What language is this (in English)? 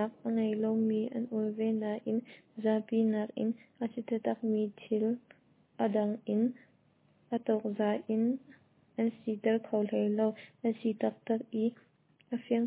Hakha Chin